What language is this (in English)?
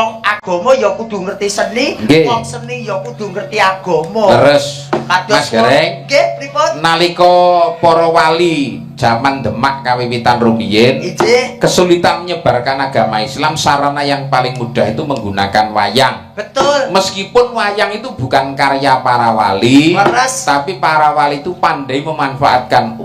Javanese